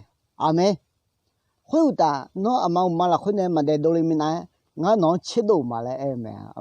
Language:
Akha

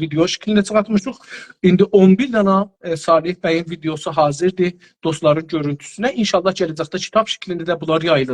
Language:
South Azerbaijani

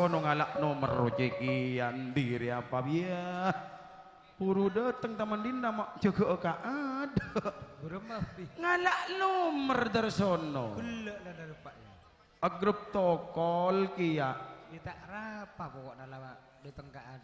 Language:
Madurese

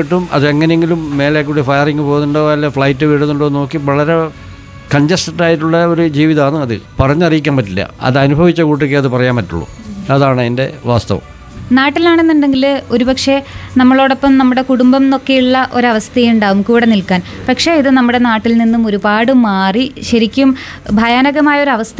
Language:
Malayalam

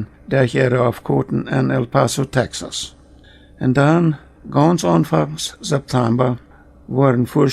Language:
Plautdietsch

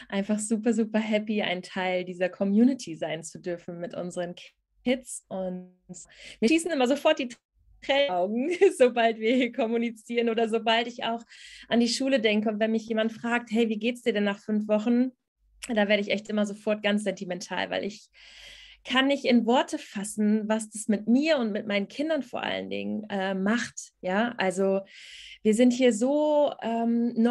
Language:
German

